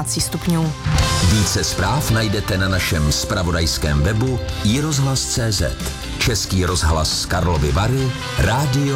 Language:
Czech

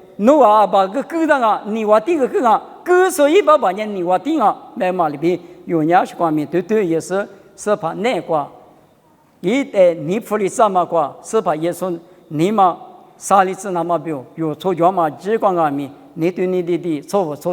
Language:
Lisu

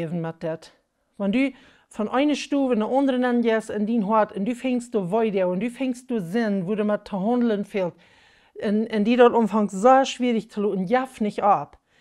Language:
Plautdietsch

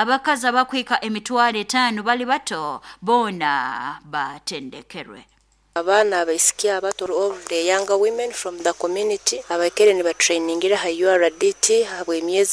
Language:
Nyoro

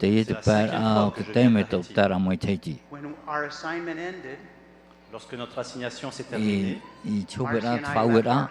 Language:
Tahitian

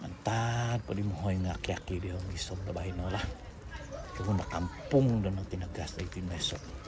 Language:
Central Dusun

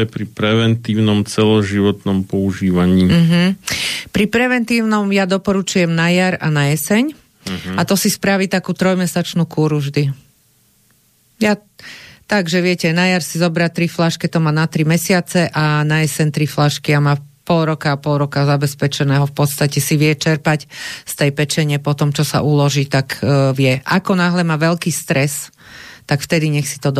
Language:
Slovak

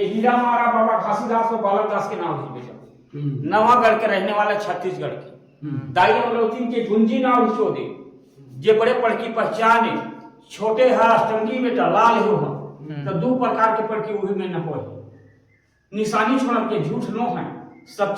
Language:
Chhattisgarhi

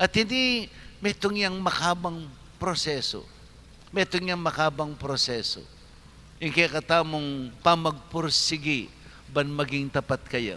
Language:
Pampanga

